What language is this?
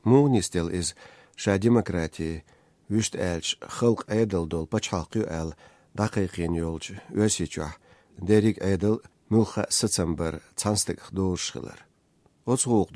Chechen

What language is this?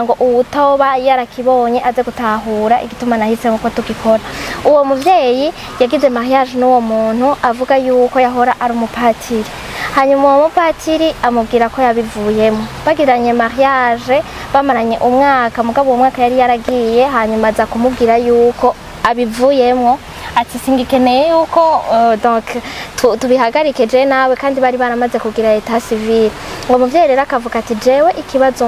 Rundi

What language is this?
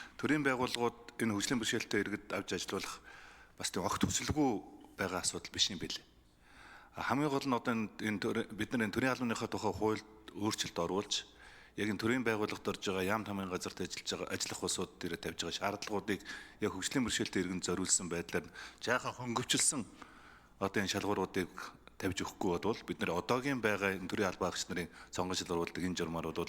Mongolian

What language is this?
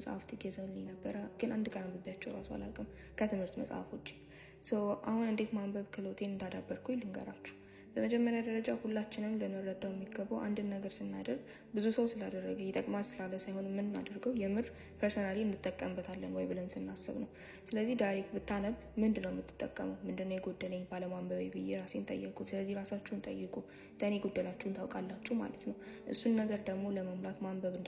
Amharic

